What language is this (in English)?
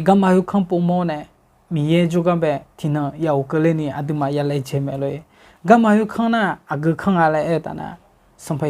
Akha